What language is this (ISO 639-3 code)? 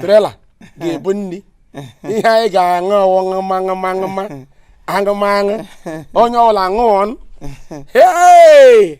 ibo